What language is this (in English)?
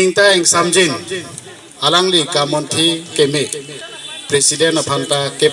Karbi